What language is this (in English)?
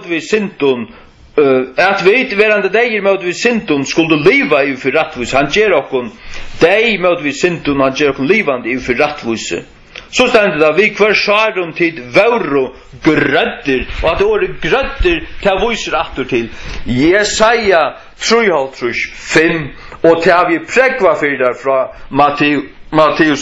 Faroese